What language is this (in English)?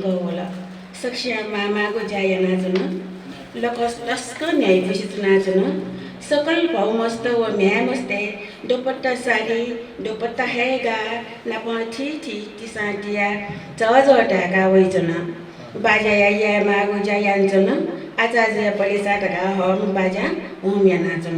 Newari